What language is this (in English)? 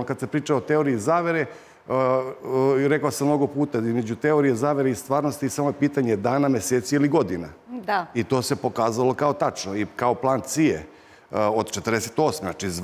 Serbian